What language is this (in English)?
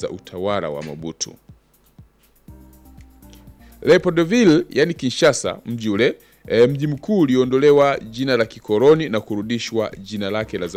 Swahili